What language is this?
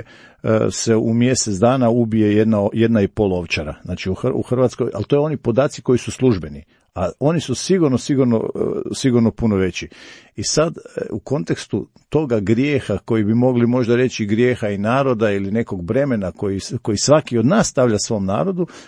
Croatian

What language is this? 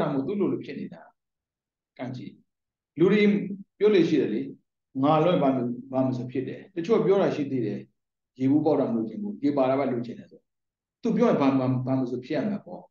Burmese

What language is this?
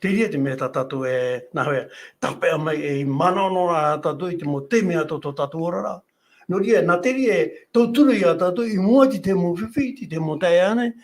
Tahitian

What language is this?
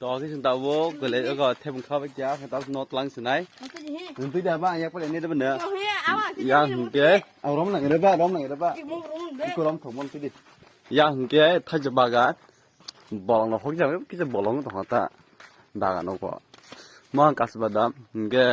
Kok Borok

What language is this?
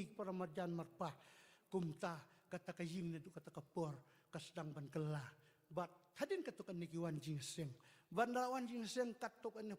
Khasi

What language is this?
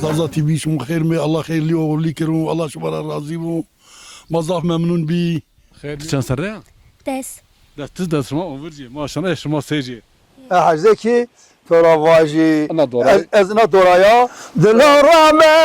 Zaza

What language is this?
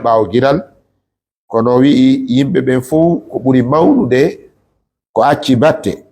Fula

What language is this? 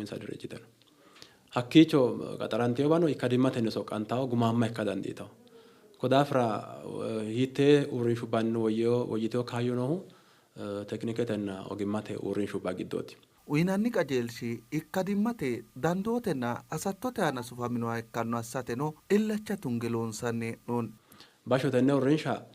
Sidamo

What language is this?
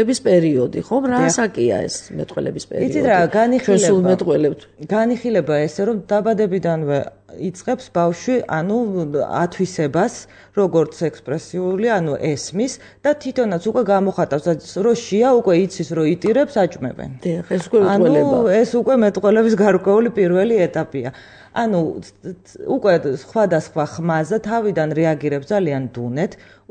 Georgian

